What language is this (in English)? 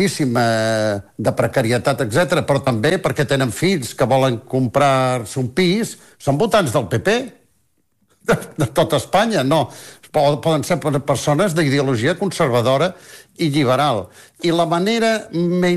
Catalan